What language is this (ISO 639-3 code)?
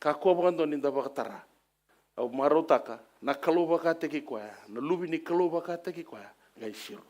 fij